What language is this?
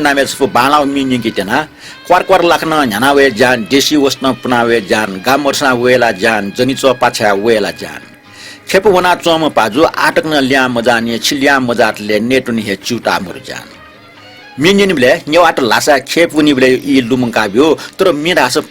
Newari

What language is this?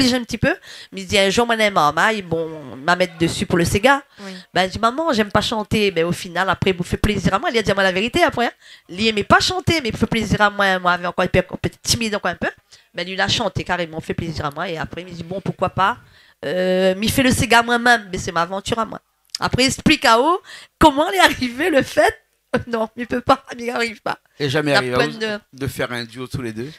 Réunion Creole French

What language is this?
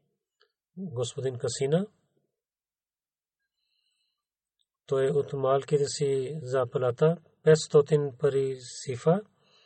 Bulgarian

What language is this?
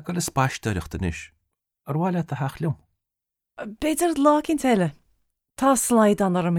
Irish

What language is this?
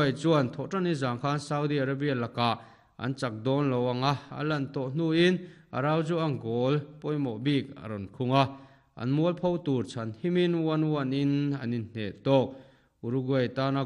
Mizo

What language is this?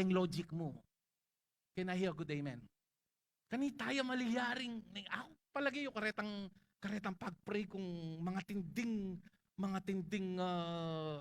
Pampanga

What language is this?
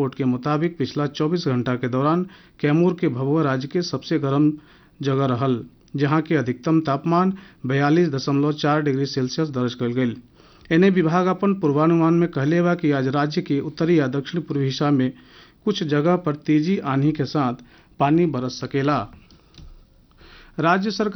Bhojpuri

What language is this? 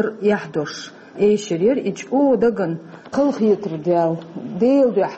Chechen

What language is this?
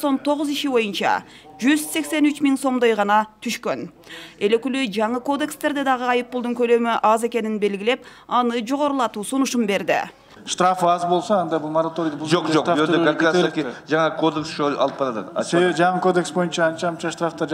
Kyrgyz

